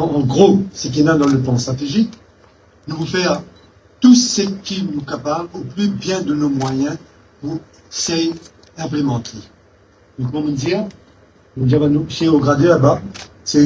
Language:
Morisyen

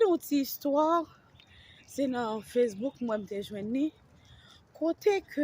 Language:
Haitian Creole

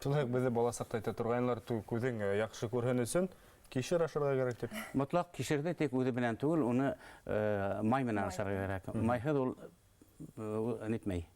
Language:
Bashkir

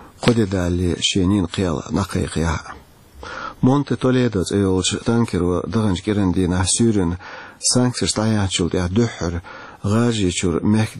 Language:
Chechen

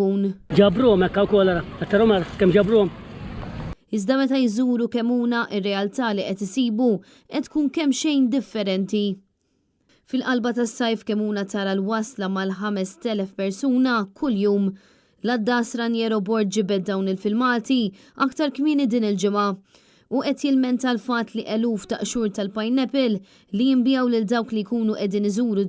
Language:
Maltese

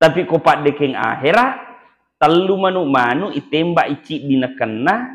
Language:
Buginese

